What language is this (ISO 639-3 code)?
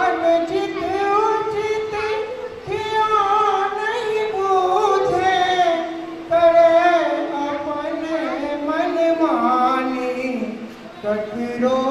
mai